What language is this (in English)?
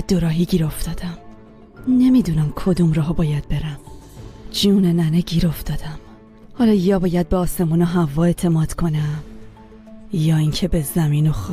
Persian